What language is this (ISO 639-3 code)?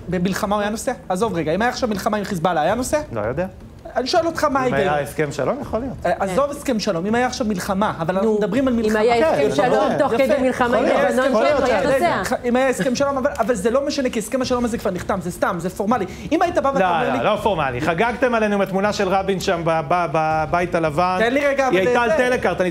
heb